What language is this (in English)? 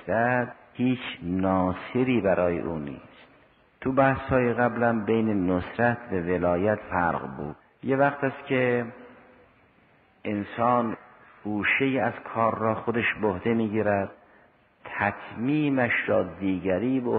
Persian